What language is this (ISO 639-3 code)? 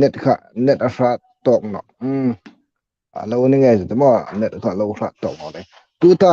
hmr